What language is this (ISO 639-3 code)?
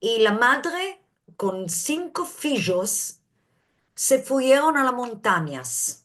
lad